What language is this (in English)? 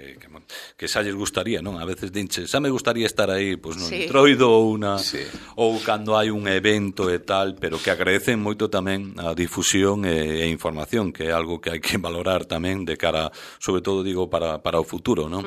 Galician